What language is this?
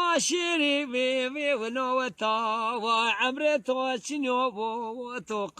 Zaza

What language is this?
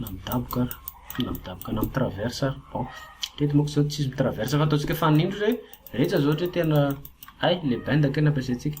Malagasy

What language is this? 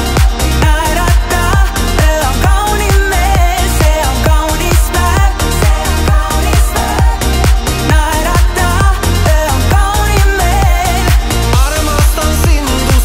Estonian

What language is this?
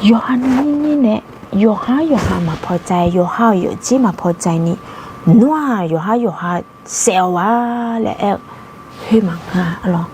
Akha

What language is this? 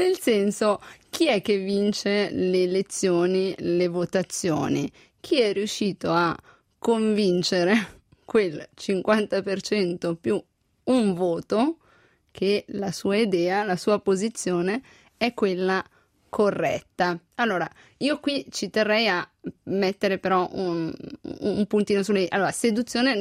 Italian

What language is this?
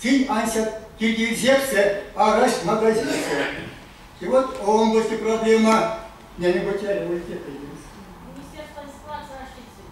Erzya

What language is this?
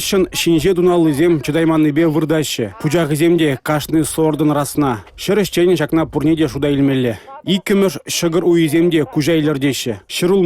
Chuvash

